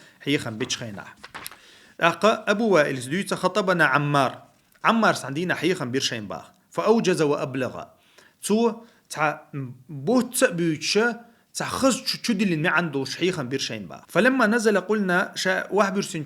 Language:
Chechen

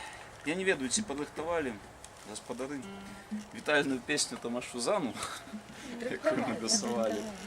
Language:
Belarusian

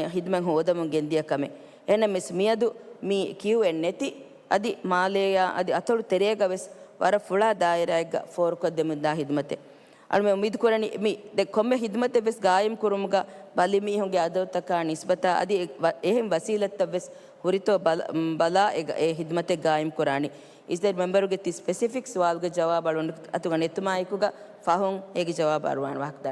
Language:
Divehi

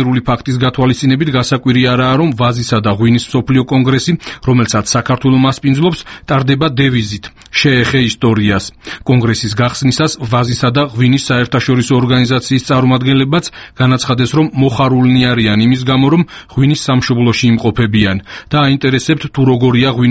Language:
Georgian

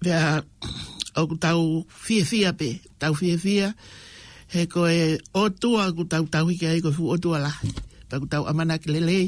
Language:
Tongan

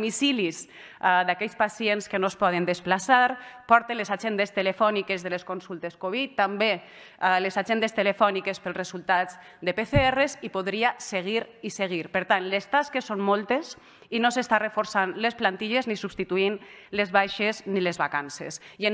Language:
Catalan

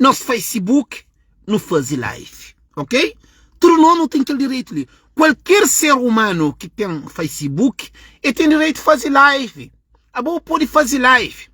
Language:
Kabuverdianu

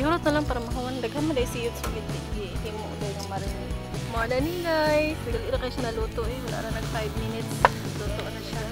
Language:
Cebuano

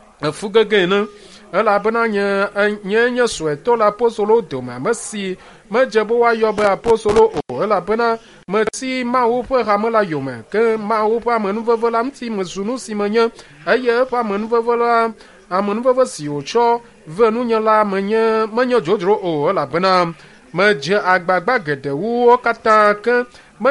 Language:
Ewe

